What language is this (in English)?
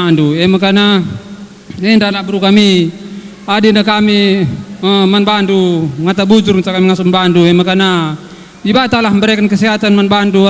Batak Karo